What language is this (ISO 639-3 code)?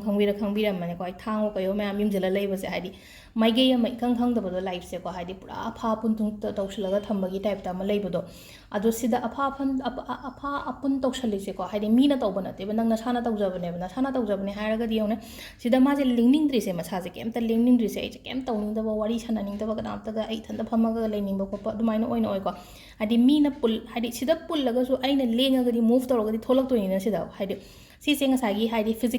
mni